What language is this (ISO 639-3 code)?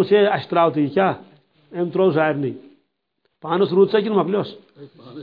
kas